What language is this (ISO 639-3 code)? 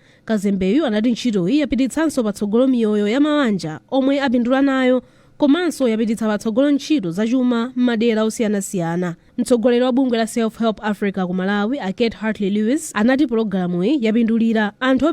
nya